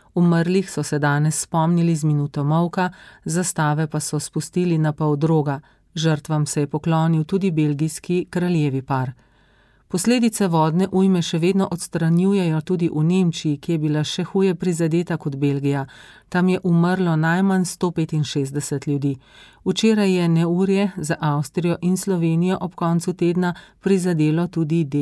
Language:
Slovenian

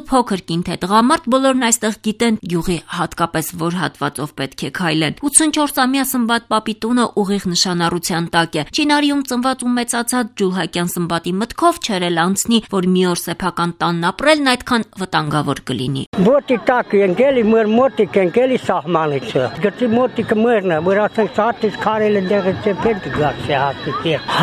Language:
Armenian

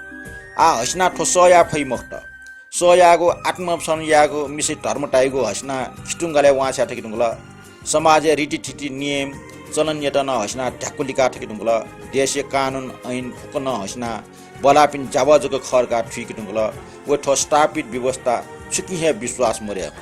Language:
Newari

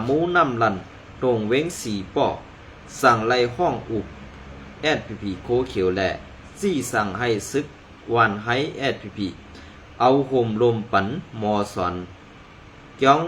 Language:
Shan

